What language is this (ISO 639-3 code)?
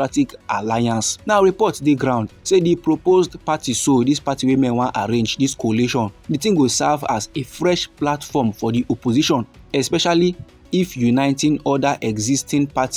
pcm